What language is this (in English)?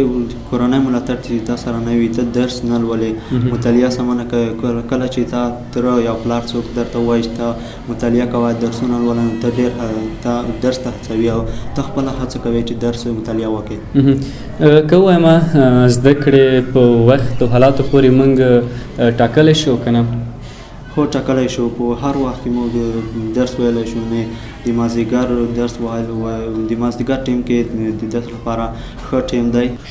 Pashto